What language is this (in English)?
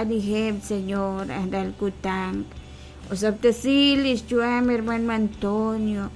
Kekchí